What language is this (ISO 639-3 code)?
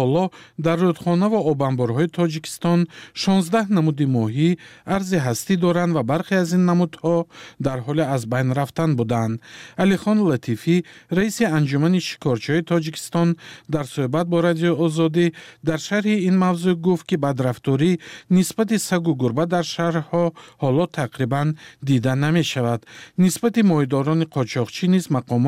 tgk